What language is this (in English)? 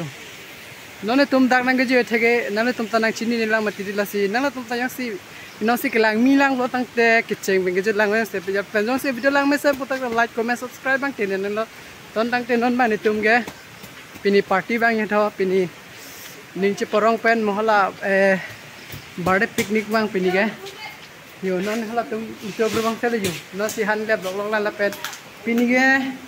Karbi